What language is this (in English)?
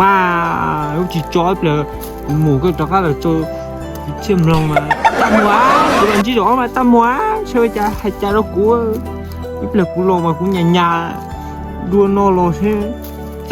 Hmong